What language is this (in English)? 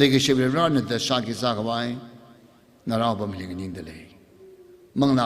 Tangkhul Naga (India)